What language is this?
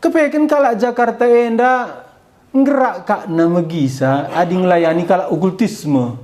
Batak Karo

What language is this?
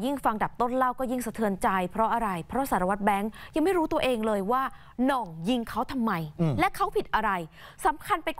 Thai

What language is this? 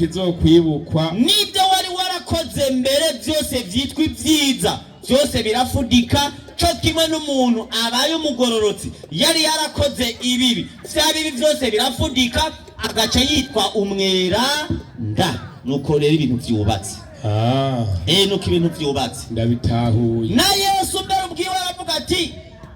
Rundi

